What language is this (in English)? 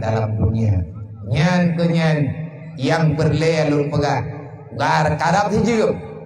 Achinese